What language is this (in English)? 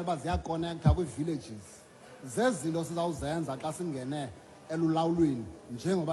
Xhosa